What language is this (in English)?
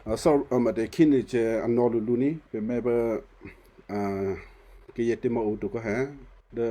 Western Kayah